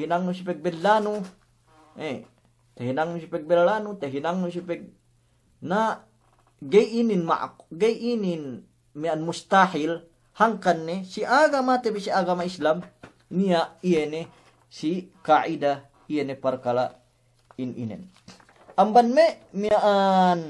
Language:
Yakan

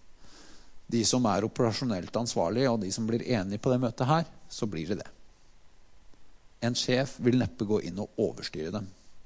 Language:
Norwegian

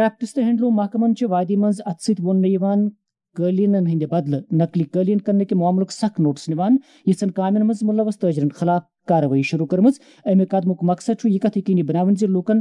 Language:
Kashmiri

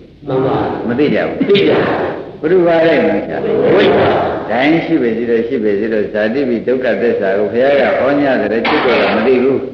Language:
Burmese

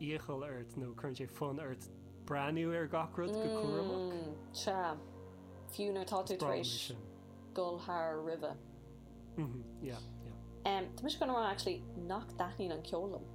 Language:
Irish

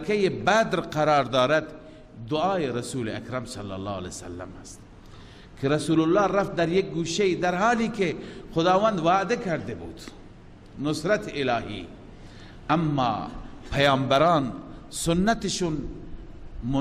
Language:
Persian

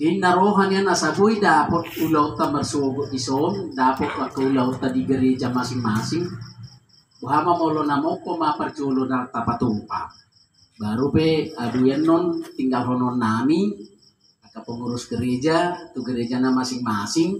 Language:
Batak Toba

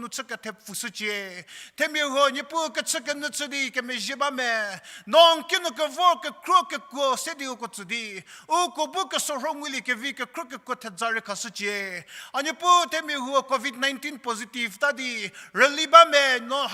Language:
Angami Naga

